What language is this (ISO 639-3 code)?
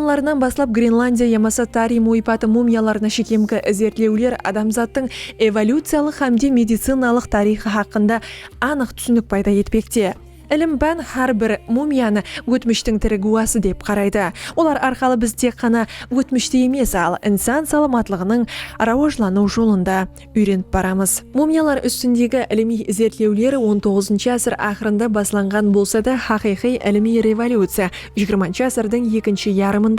kaa